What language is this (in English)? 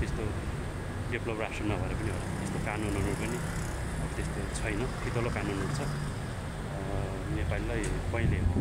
Nepali